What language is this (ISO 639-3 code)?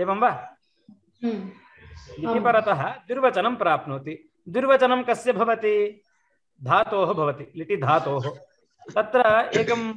san